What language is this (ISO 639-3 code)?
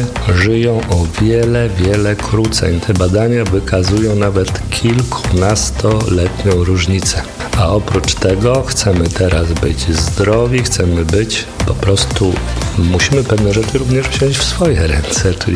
pol